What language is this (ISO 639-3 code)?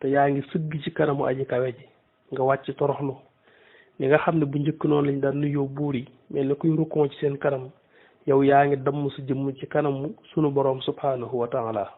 wol